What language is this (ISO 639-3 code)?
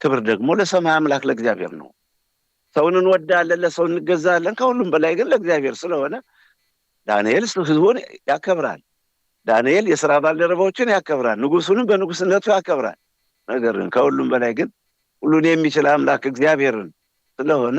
amh